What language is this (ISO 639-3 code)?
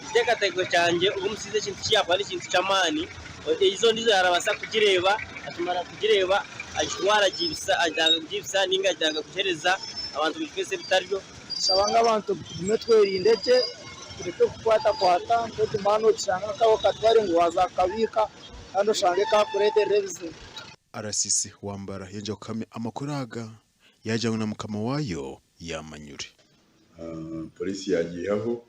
nyn